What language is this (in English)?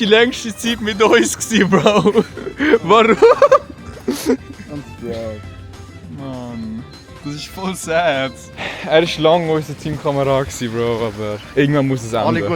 Swiss German